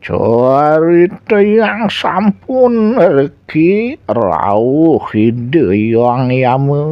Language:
Balinese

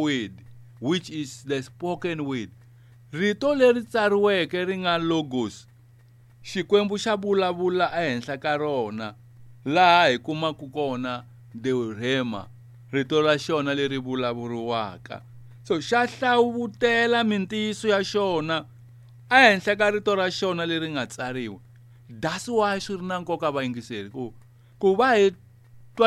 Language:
Tsonga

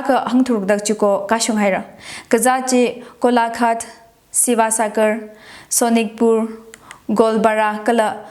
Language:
Tangkhul Naga (India)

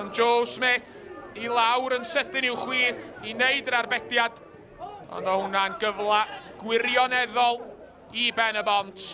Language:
Welsh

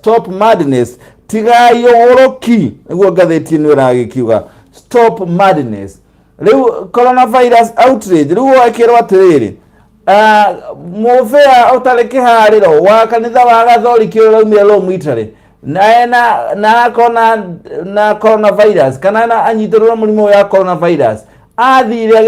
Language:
Kikuyu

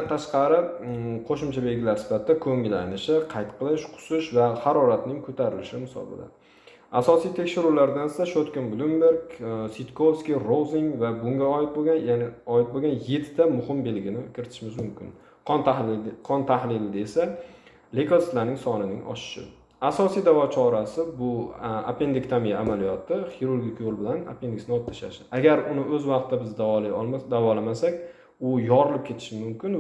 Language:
Uzbek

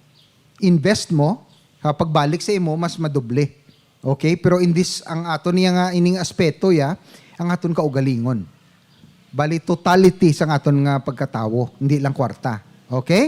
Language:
Hiligaynon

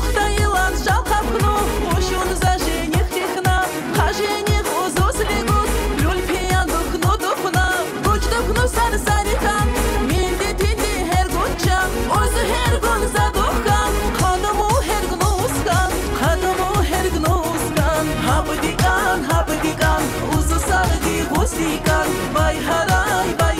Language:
Tabassaran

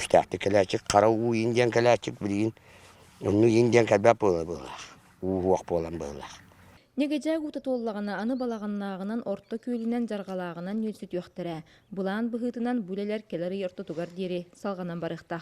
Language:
Yakut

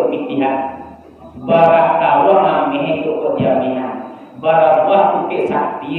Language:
Minangkabau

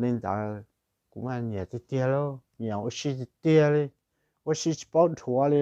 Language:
Hmong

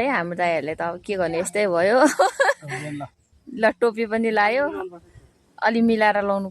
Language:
Nepali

